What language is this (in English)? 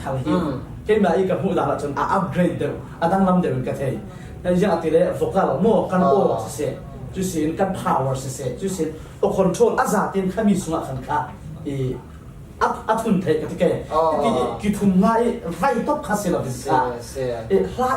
Falam Chin